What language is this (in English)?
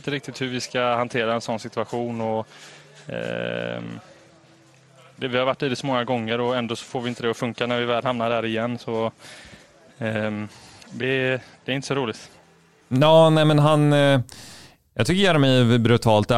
Swedish